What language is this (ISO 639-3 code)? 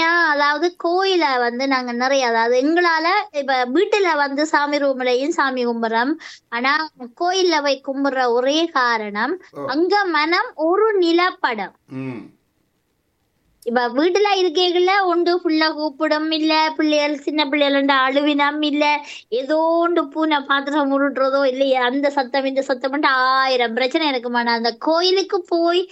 tam